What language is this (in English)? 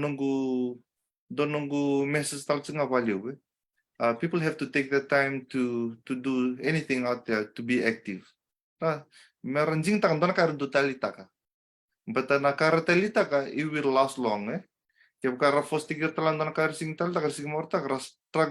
Fijian